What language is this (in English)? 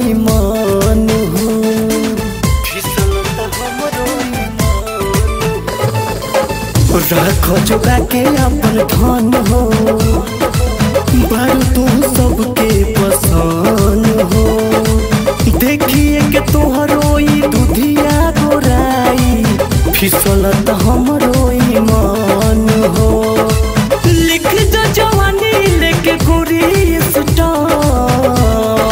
Bhojpuri